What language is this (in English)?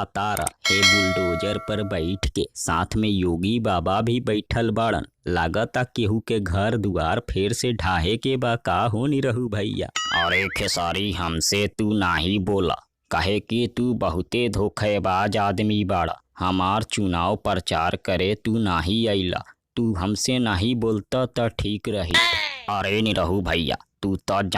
Bhojpuri